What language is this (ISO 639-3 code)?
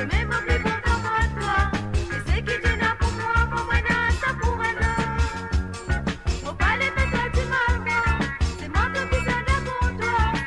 mfe